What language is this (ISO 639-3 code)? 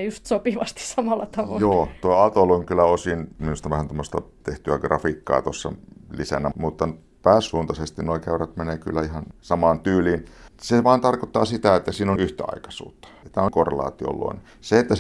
fin